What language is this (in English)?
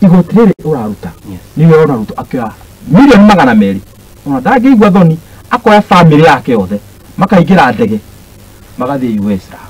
Kikuyu